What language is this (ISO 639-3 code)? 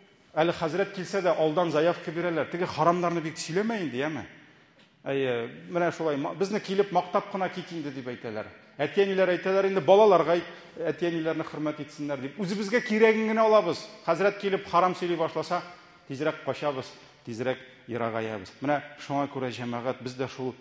tat